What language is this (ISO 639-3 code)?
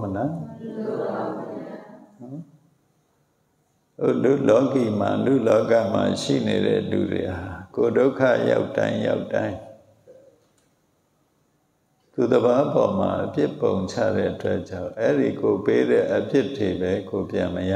mya